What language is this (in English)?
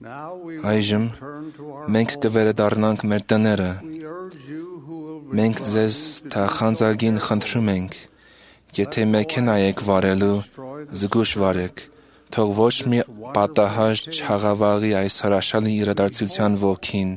Armenian